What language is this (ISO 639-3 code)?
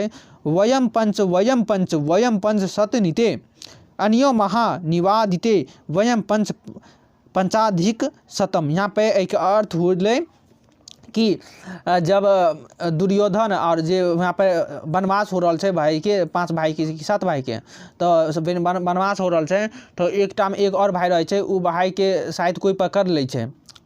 mai